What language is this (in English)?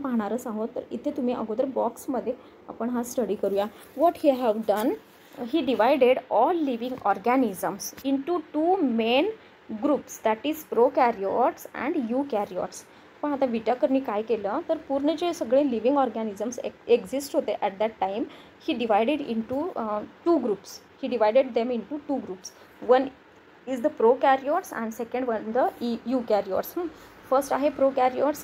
Marathi